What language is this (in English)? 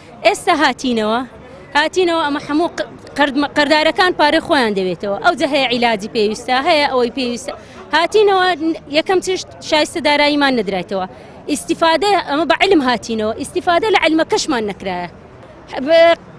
Central Kurdish